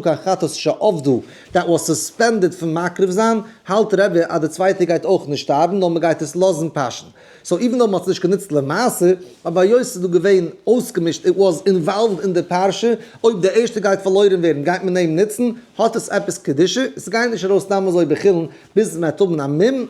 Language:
Yiddish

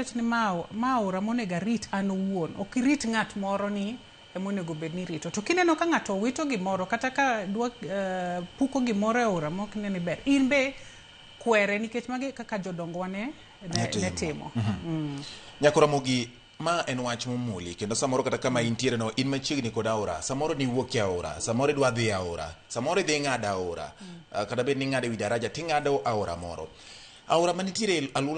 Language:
Luo (Kenya and Tanzania)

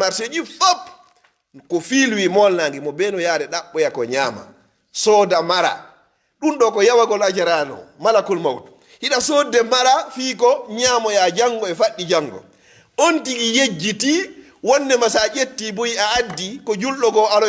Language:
Pular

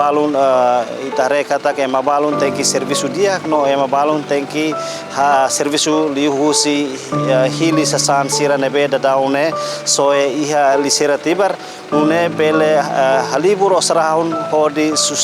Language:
Tetum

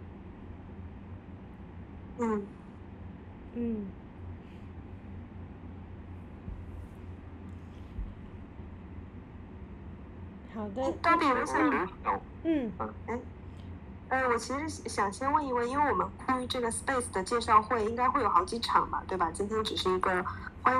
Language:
Chinese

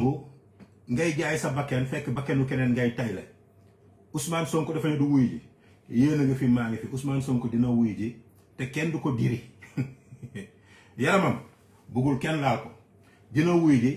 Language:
Wolof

